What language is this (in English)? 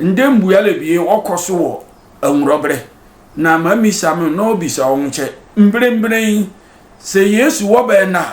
Sehwi